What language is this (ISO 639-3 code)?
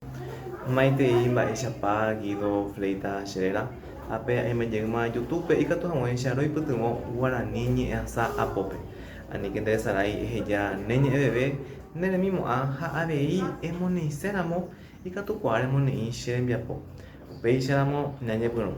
grn